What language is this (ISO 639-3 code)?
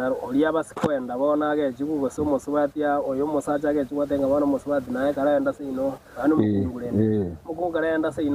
guz